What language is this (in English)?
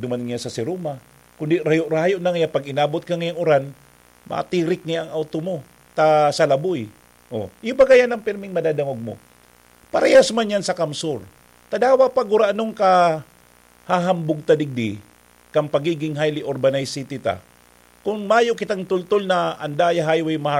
Bikol